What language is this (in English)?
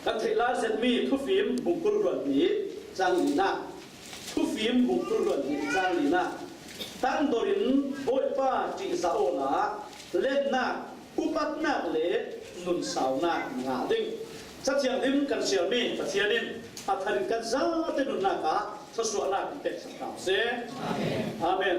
Falam Chin